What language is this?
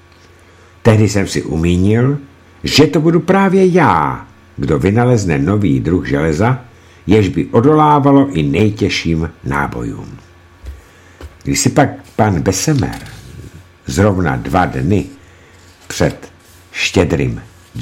Czech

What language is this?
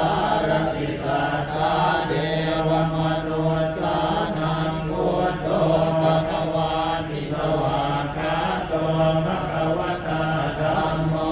Pali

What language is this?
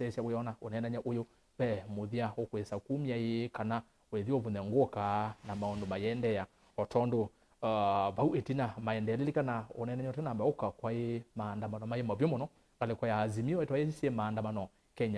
Kamba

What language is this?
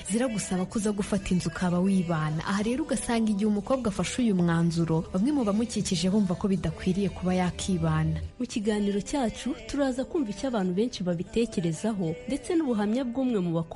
Kinyarwanda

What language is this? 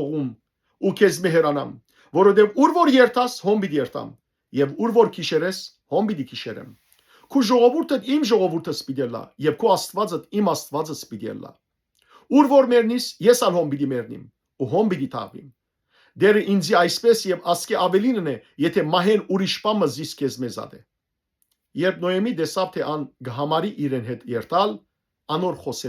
Western Armenian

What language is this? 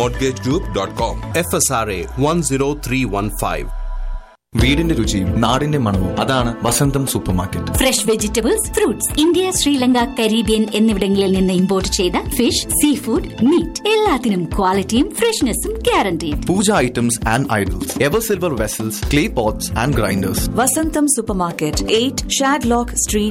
Malayalam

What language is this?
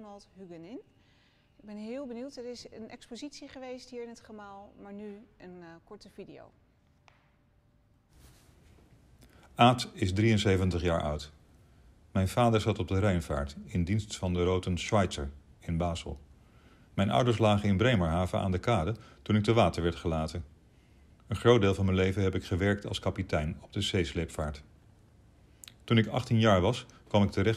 Dutch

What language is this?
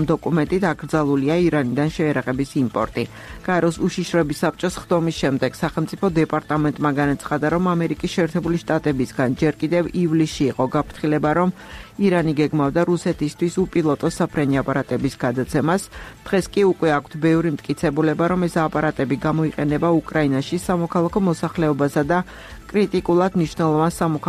Georgian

